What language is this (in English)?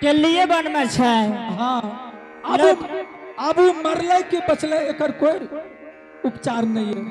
Angika